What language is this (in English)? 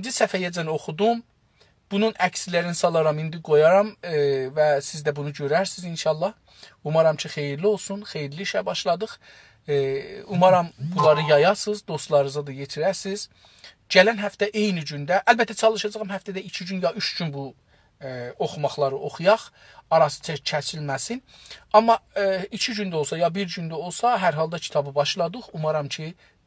South Azerbaijani